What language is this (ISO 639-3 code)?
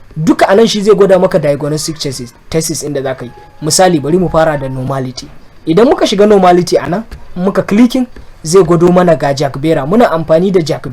hau